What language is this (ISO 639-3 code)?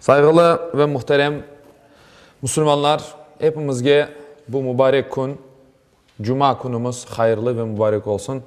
crh